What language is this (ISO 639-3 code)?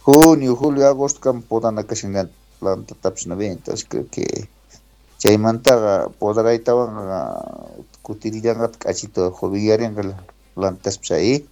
que